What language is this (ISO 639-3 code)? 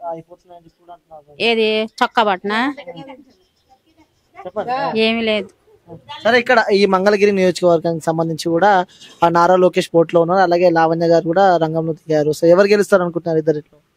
tel